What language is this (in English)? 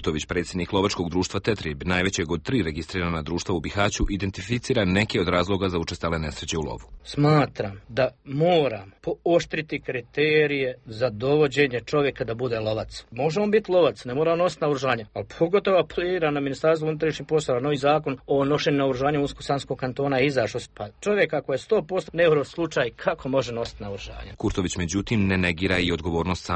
Bosnian